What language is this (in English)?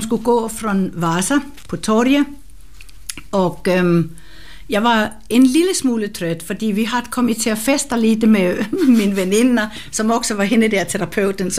Swedish